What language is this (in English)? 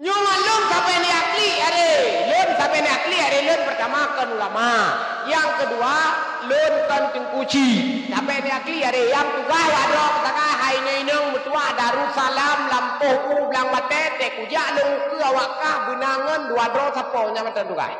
Achinese